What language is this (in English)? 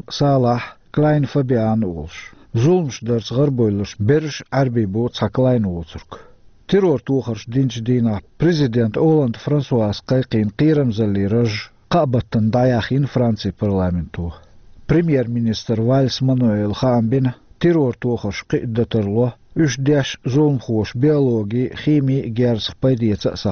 Chechen